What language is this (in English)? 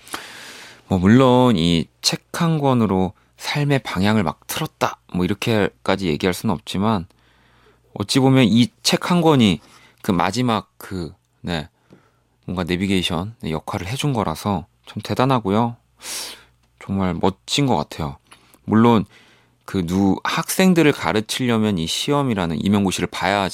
Korean